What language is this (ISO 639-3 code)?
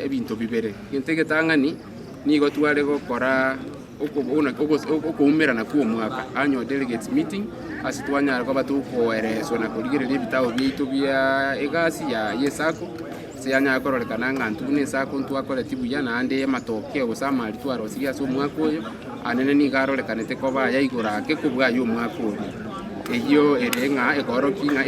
guz